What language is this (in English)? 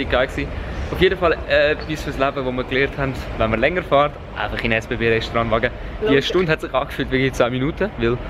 Swiss German